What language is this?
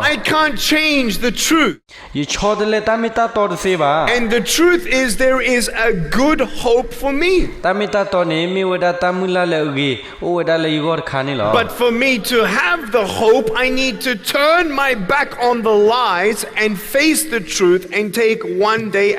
S'gaw Karen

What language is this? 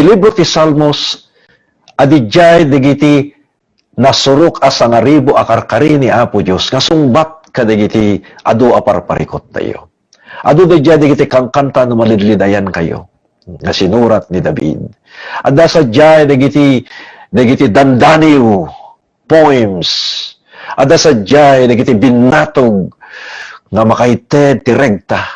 Iloko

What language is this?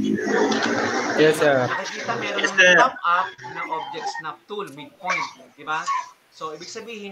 Filipino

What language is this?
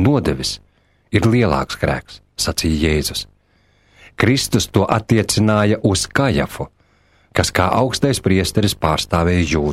Latvian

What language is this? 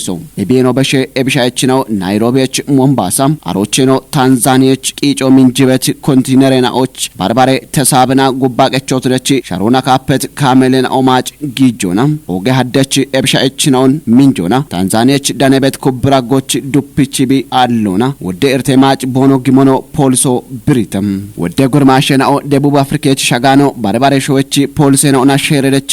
Kafa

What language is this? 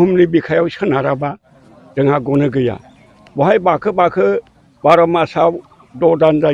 Bodo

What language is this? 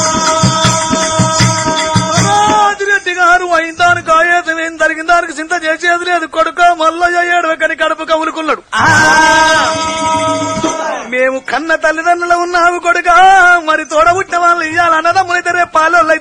Telugu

